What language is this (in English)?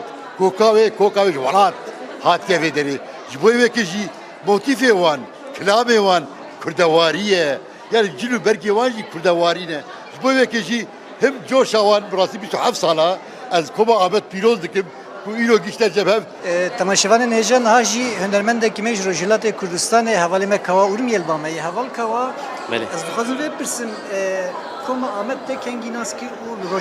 Kurdish